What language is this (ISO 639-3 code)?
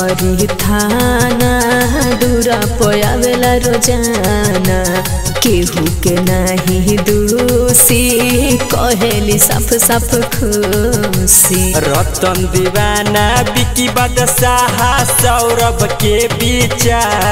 bho